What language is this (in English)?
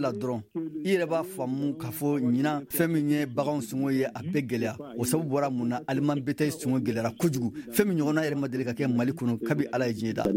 Bambara